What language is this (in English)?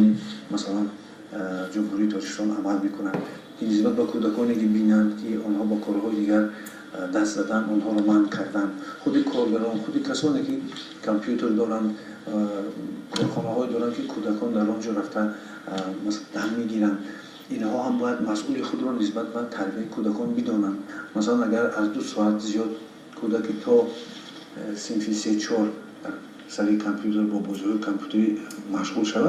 Tajik